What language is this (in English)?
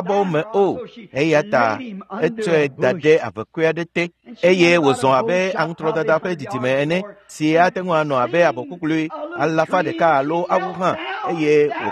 Ewe